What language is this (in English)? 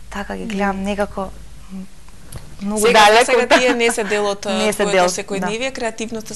Macedonian